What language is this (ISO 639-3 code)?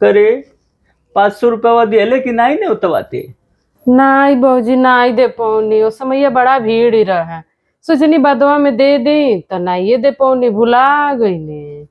bho